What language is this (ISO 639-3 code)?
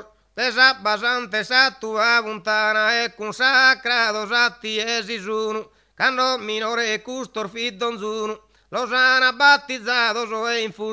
srd